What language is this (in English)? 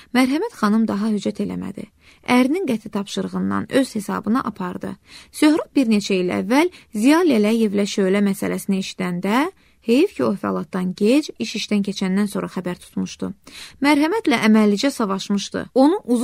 Azerbaijani